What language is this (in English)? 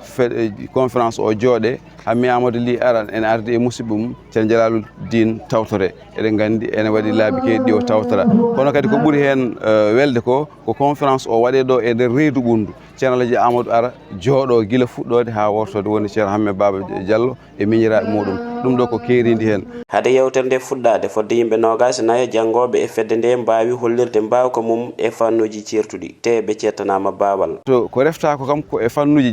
Fula